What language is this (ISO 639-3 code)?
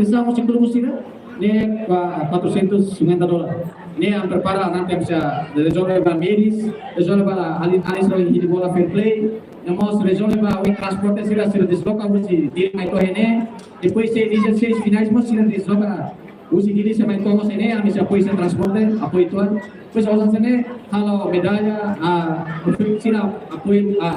tet